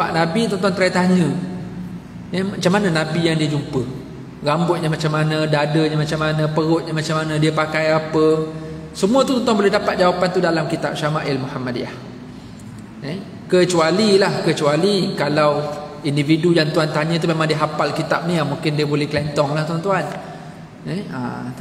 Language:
Malay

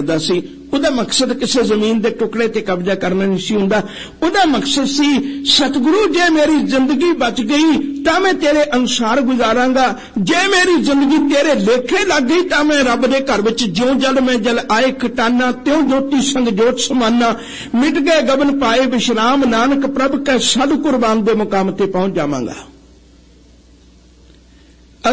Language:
Punjabi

